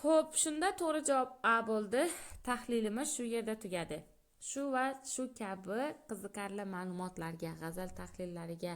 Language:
Uzbek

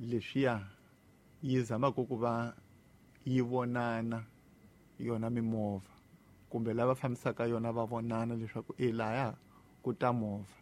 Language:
Tsonga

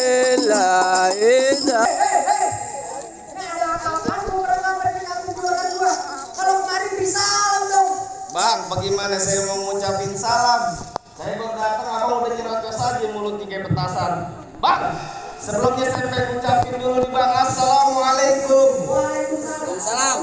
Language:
Betawi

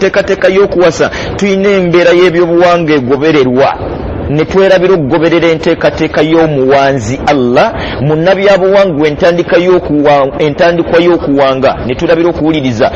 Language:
Ganda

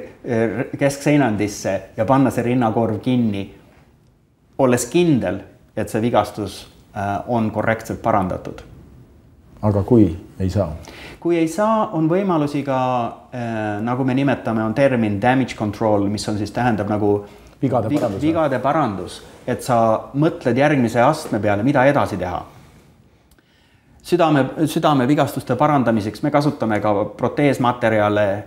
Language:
Estonian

